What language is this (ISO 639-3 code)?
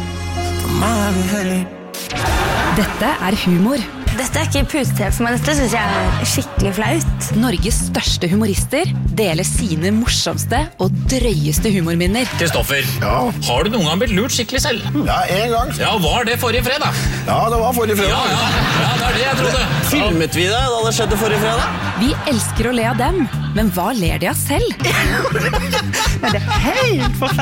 nor